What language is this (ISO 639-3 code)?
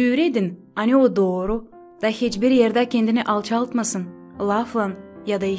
gag